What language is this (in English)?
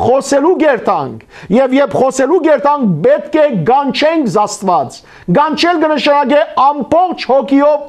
Western Armenian